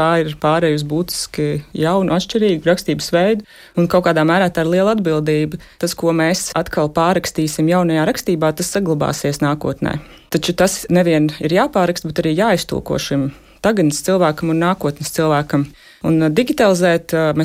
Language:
Latvian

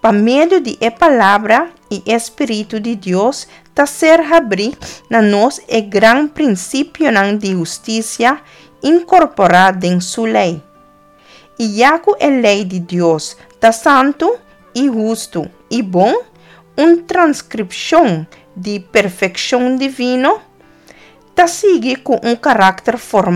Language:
Papiamento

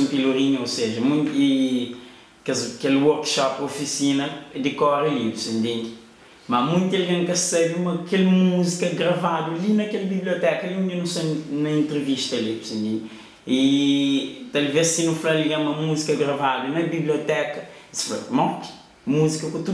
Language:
Kabuverdianu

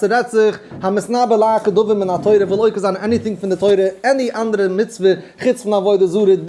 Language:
Yiddish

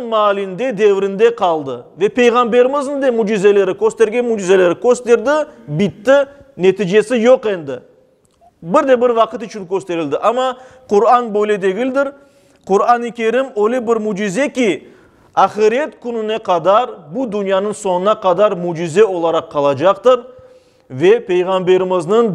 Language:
Crimean Tatar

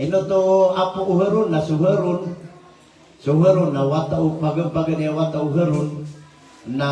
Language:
Maranao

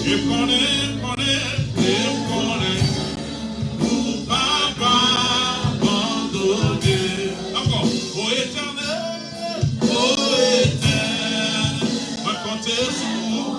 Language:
Haitian Creole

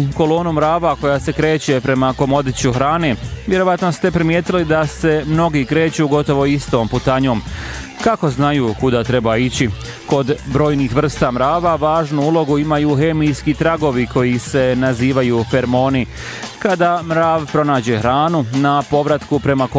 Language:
Bosnian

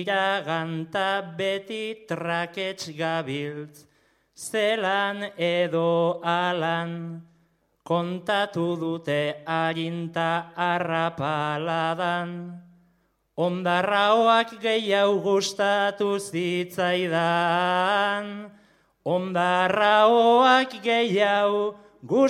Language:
Basque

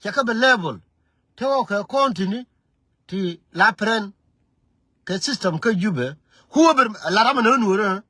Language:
Nuer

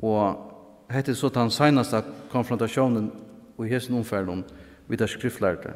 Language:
Faroese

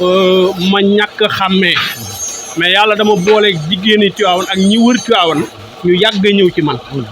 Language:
Wolof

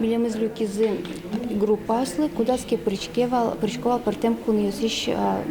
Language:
Udmurt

